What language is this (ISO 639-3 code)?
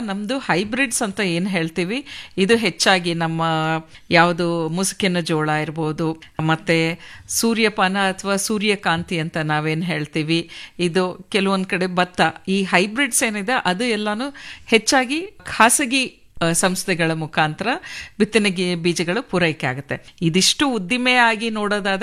kan